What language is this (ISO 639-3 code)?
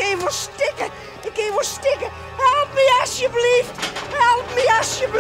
fry